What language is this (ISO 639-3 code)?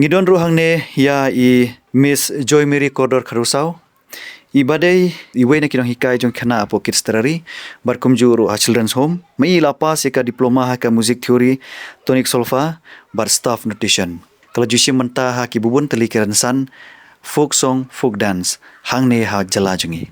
kha